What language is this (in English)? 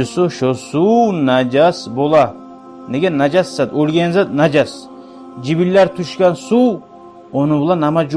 Kumyk